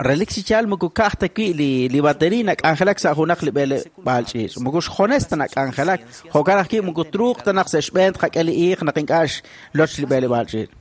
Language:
Kekchí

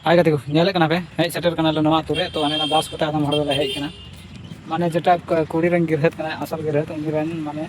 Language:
Santali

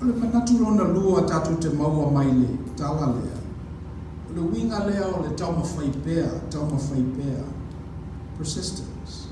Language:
Samoan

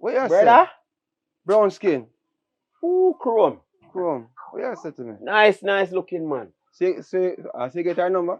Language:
Jamaican Creole English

